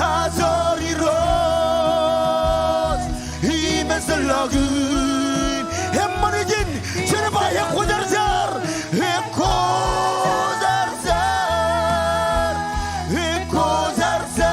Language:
Marshallese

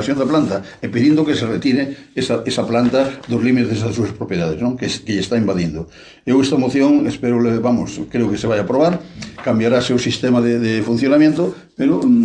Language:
Galician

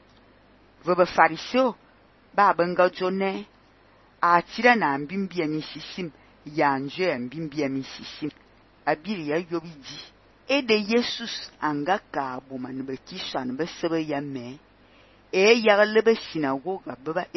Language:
Fang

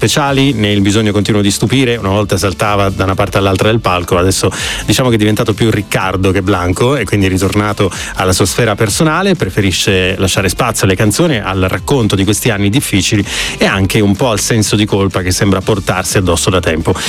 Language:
Italian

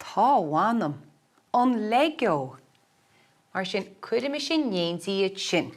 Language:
Irish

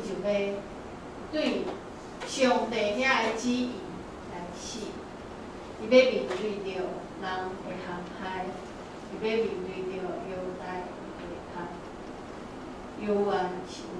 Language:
Min Nan Chinese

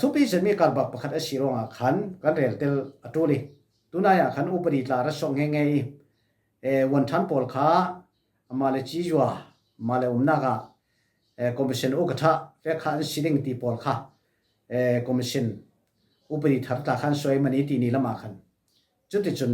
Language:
Falam Chin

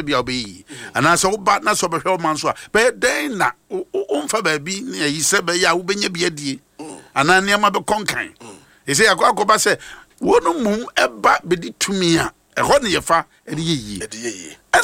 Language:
Akan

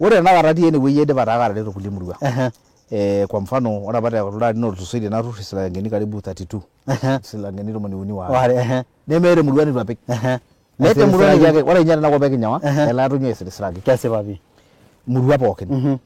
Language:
Masai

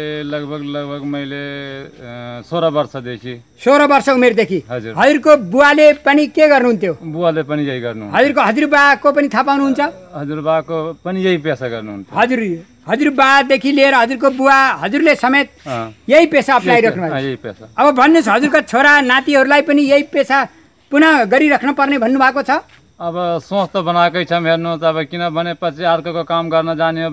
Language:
Nepali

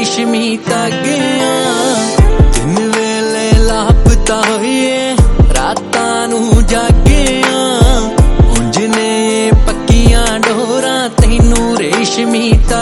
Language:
Punjabi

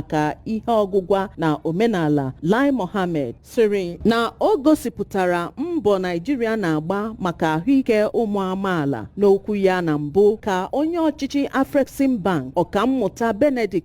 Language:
Igbo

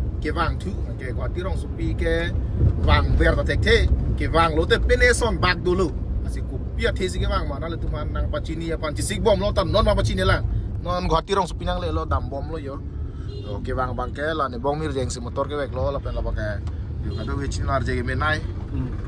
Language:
Karbi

